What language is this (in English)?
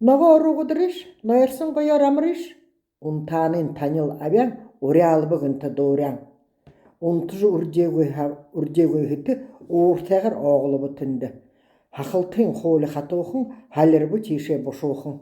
Buriat